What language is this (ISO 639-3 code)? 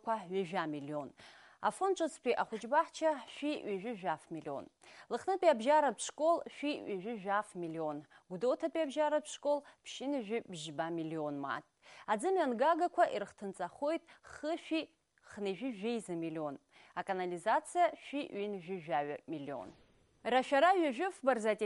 abk